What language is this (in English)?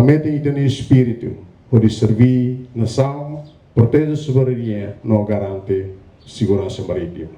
Tetum